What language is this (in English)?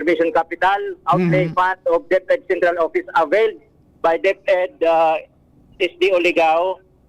Bikol